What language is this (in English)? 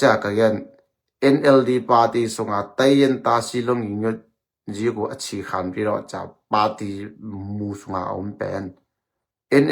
Tedim Chin